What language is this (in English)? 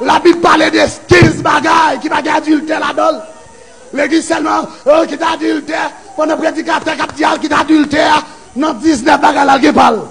Haitian Creole